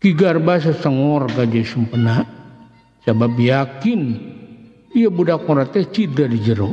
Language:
Sundanese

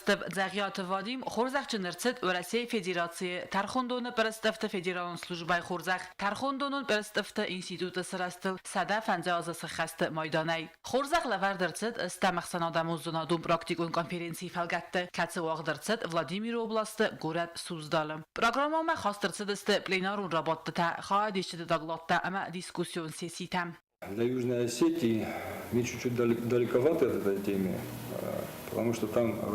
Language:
Ossetic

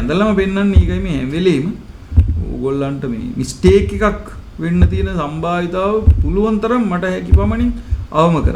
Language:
Sinhala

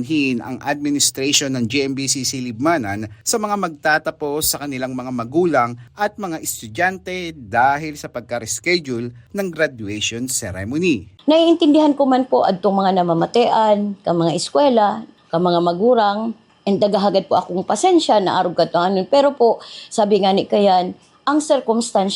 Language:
Bikol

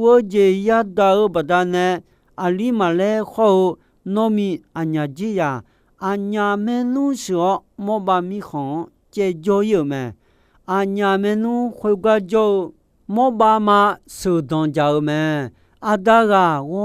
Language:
Akha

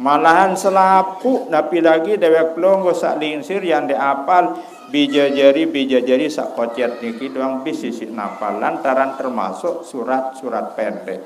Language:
Sasak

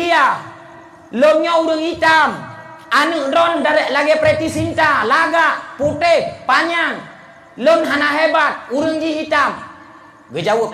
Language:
Achinese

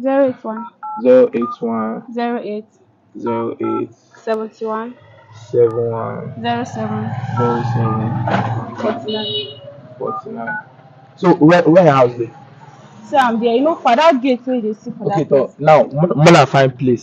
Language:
Nigerian Pidgin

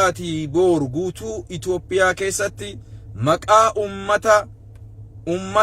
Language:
Oromo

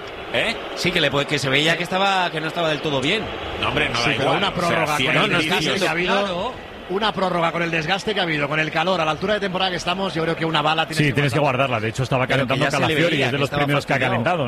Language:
Spanish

